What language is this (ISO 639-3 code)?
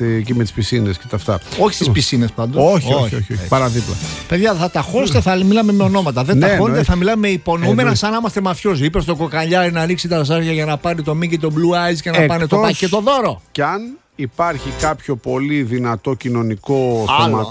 ell